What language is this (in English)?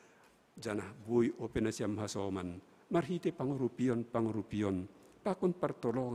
Batak Simalungun